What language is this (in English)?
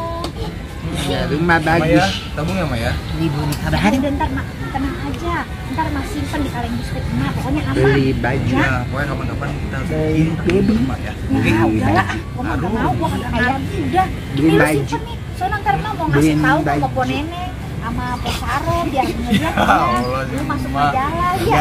Betawi